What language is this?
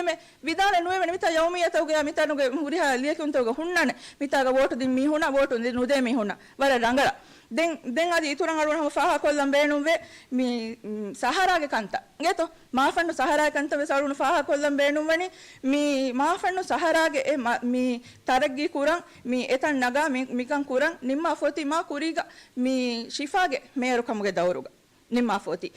Divehi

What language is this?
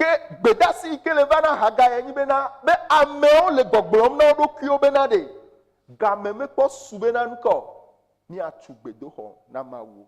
Ewe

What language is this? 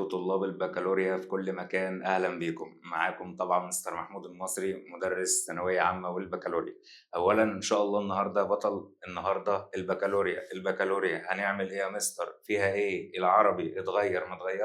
Egyptian Arabic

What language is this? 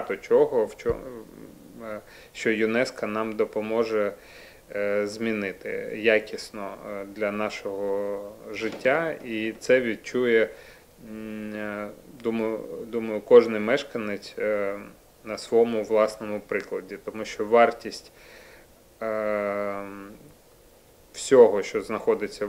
Ukrainian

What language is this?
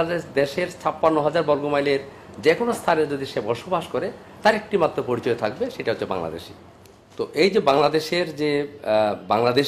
Bangla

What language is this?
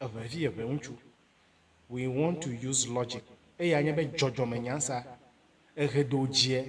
Ewe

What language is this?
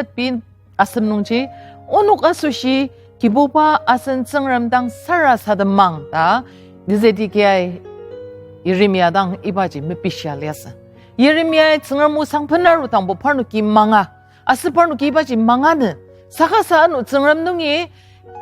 Ao Naga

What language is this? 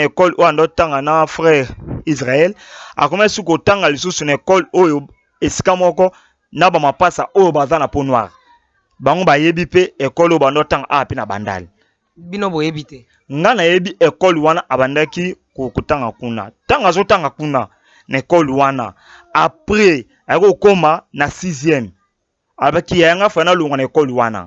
Lingala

